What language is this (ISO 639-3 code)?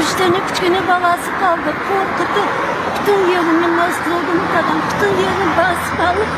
crh